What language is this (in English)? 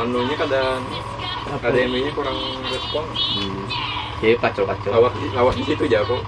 Banjar